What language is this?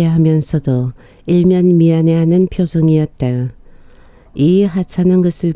Korean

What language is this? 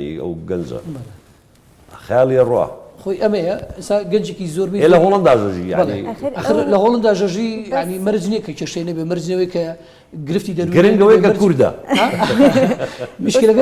Central Kurdish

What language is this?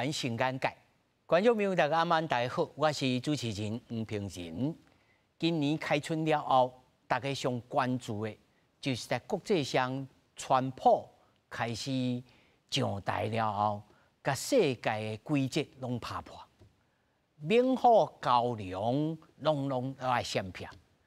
Min Nan Chinese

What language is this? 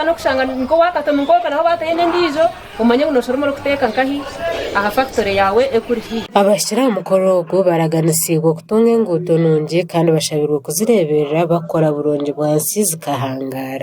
Nyankole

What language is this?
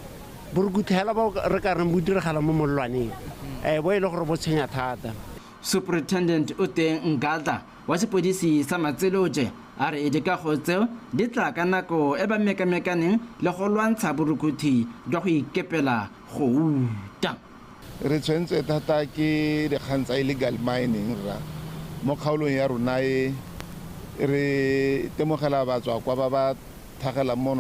Tswana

